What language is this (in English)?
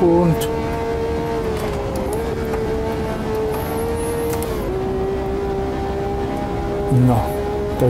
Slovak